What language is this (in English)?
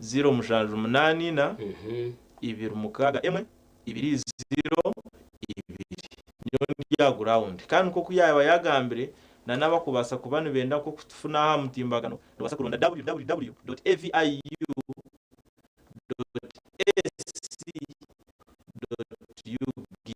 Nyankole